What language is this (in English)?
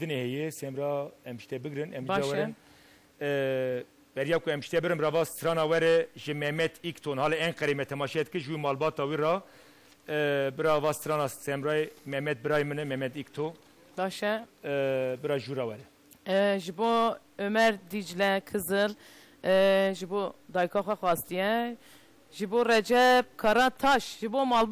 Kurdish